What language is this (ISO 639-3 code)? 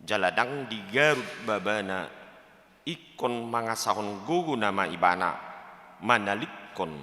bbc